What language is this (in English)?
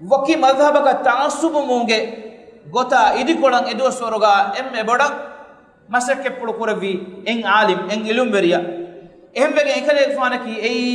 Divehi